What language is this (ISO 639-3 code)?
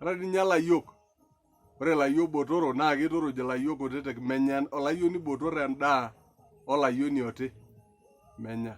mas